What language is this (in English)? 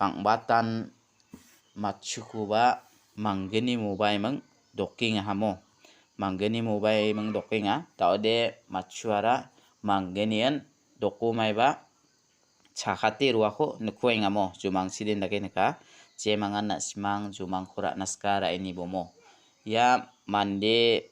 Garo